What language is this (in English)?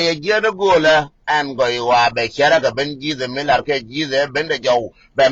Nuer